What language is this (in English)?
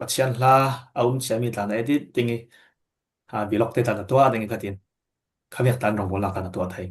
Falam Chin